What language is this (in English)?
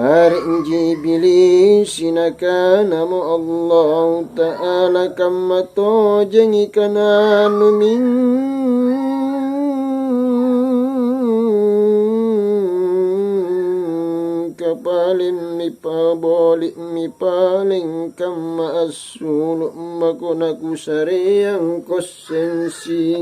Makasar